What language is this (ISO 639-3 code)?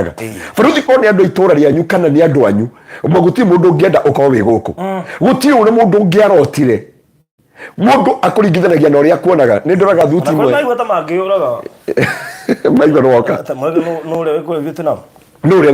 kik